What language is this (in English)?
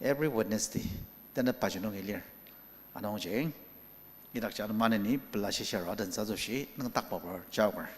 Ao Naga